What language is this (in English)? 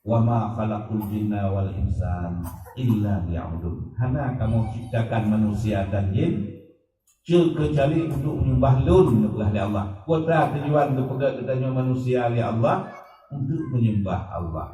Achinese